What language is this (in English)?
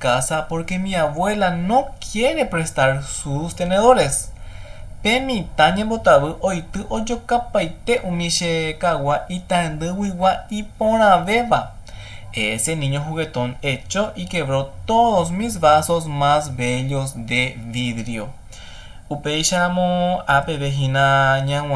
Guarani